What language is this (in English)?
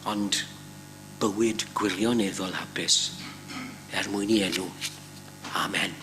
Welsh